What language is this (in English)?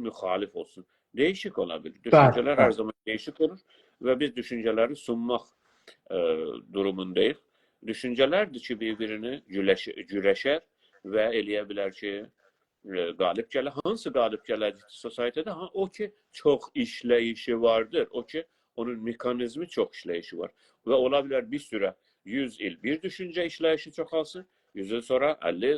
South Azerbaijani